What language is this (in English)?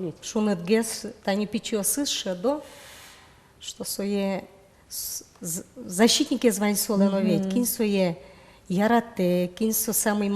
Udmurt